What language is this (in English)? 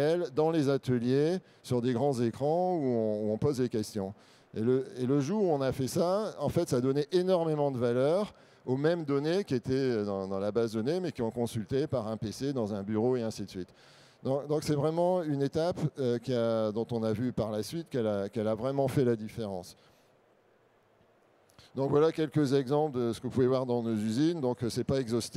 French